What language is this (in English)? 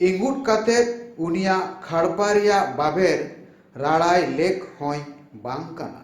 Santali